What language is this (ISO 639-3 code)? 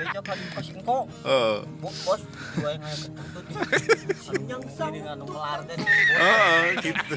sun